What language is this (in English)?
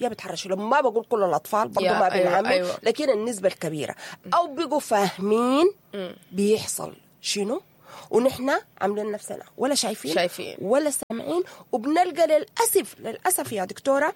Sudanese Arabic